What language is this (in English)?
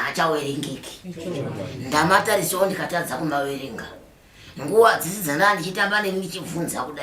Shona